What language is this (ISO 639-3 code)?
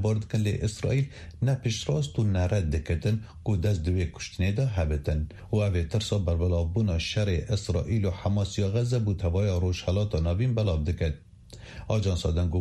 kur